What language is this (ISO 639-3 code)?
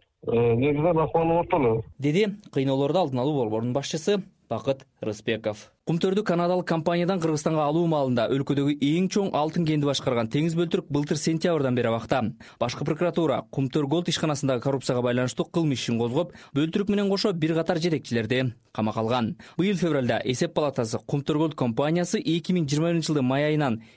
kir